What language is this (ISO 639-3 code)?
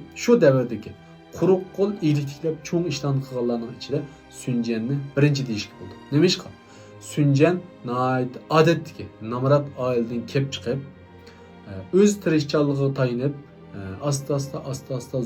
uig